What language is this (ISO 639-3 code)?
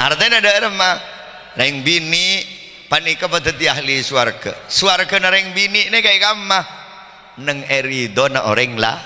mad